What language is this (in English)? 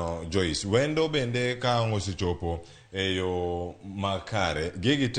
Luo (Kenya and Tanzania)